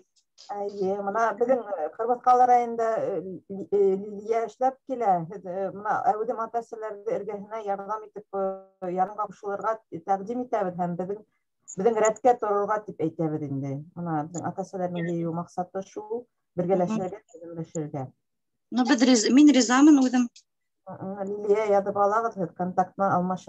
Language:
Bashkir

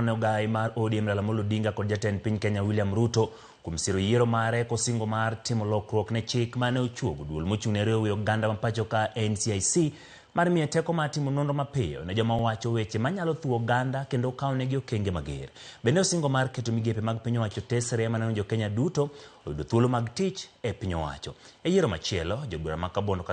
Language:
Luo (Kenya and Tanzania)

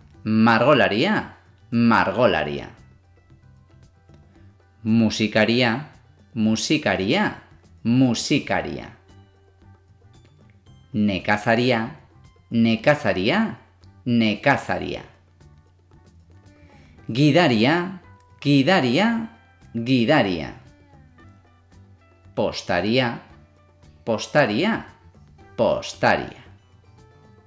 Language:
Basque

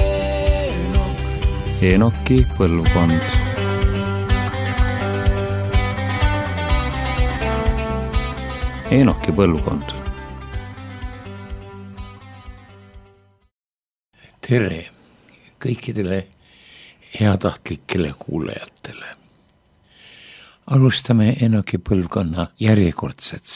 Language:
Estonian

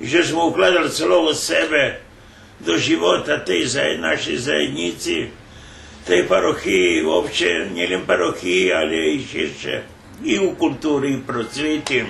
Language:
Rusyn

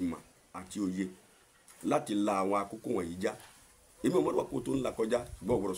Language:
Yoruba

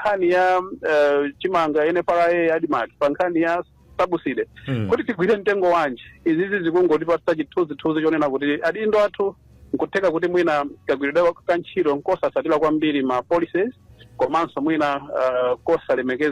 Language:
Nyanja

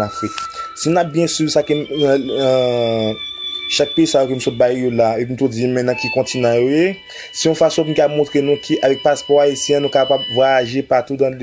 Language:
Haitian Creole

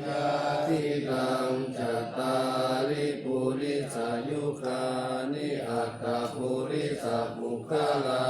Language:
Pali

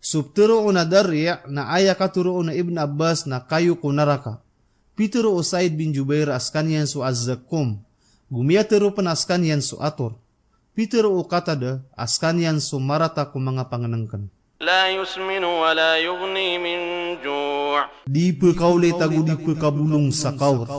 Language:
Maranao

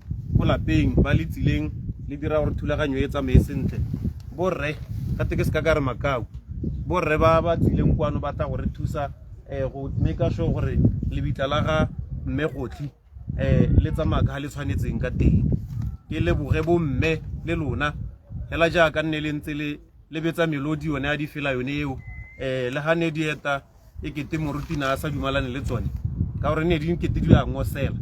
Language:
Tswana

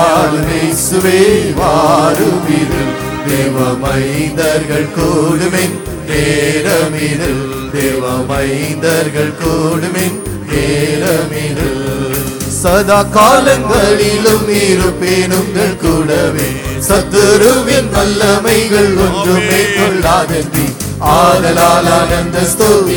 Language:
Tamil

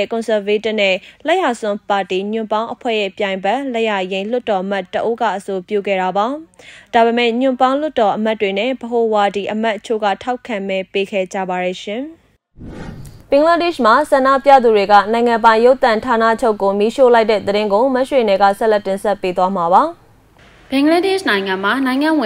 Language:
Burmese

